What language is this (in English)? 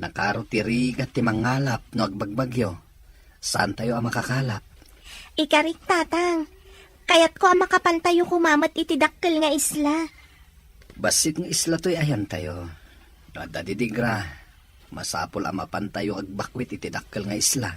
Iloko